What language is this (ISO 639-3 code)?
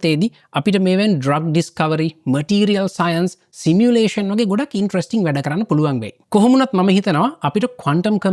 sin